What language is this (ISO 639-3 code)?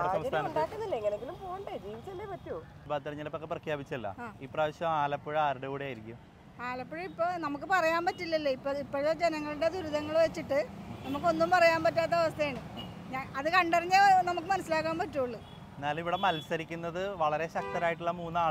mal